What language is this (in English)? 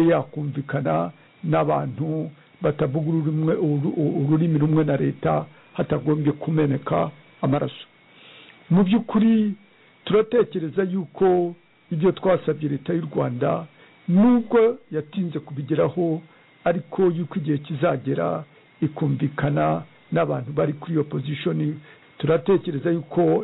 Kinyarwanda